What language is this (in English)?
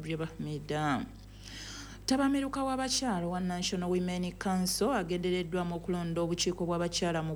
Ganda